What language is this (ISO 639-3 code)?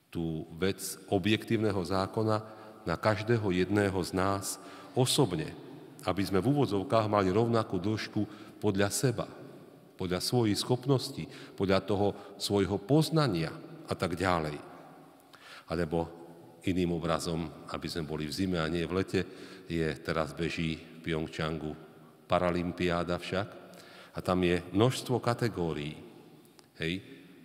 slk